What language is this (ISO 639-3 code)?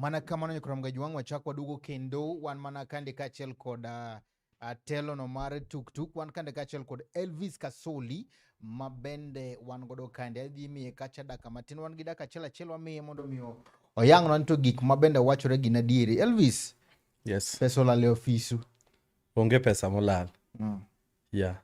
luo